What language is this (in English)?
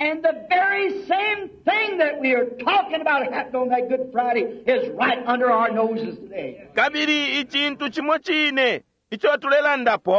Bemba